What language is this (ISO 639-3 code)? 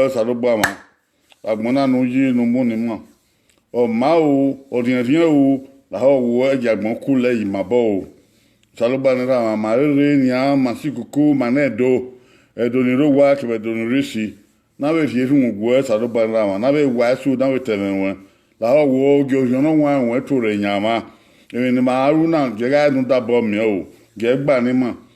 bin